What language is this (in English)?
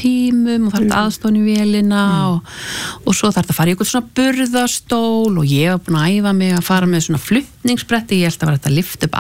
Icelandic